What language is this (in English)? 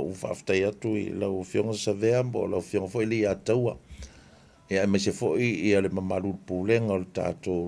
Samoan